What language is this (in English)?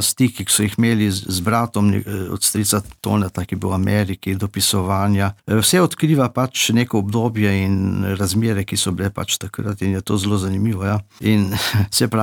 Slovenian